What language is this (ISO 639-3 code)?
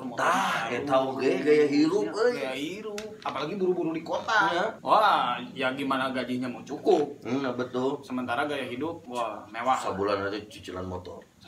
sun